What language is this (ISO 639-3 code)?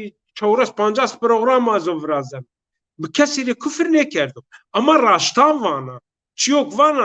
zza